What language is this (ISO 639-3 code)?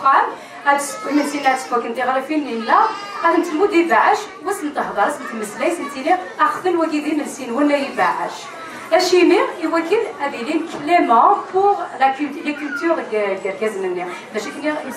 kab